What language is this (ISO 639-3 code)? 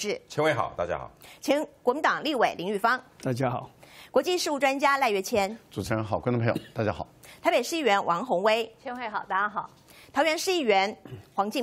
zho